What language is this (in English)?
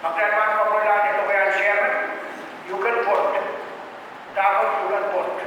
Pohnpeian